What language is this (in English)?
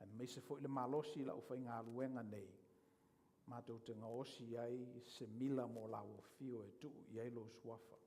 Samoan